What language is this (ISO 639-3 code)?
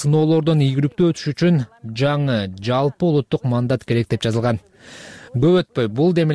kir